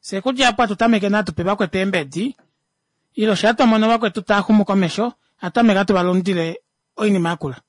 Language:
Kuanyama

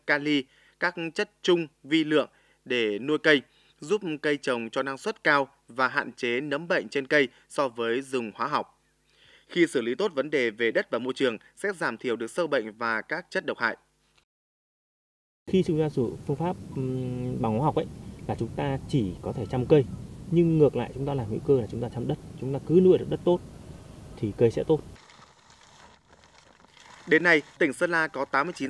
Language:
Vietnamese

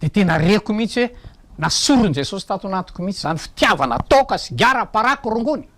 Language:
Malagasy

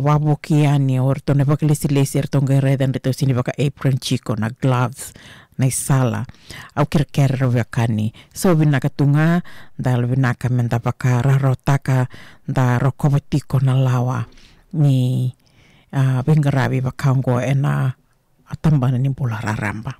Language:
Fijian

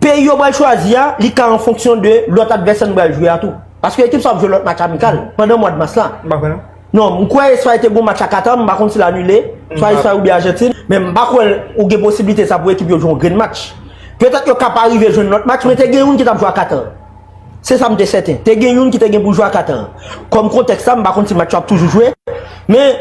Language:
Haitian Creole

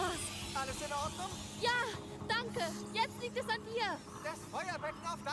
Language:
Bavarian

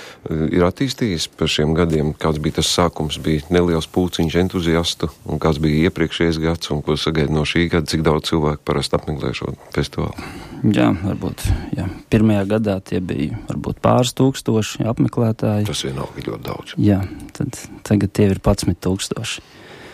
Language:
Latvian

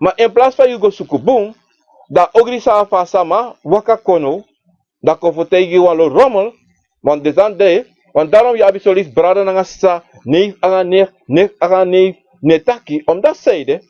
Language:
Sranan Tongo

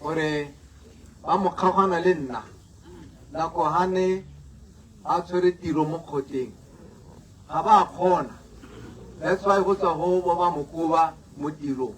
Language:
Tswana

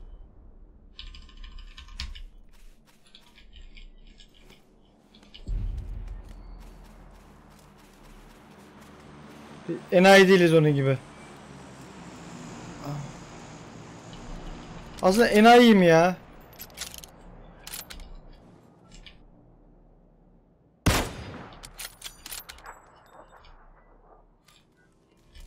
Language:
Turkish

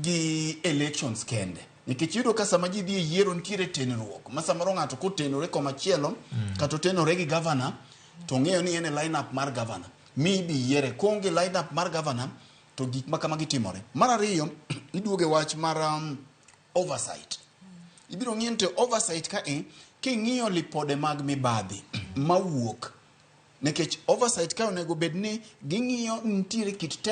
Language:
Luo (Kenya and Tanzania)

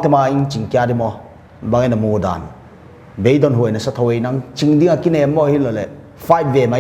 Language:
Paite Chin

